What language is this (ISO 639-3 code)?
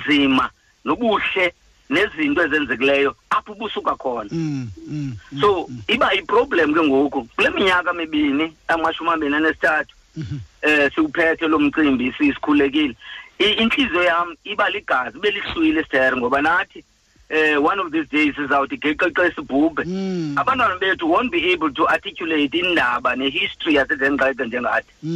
xho